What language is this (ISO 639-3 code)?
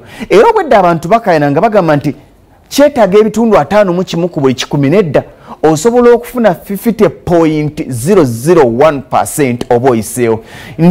lug